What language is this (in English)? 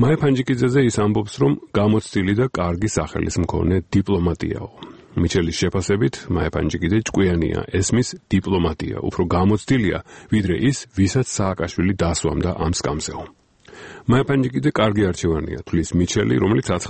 Georgian